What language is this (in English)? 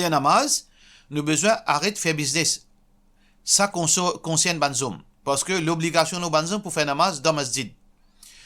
Morisyen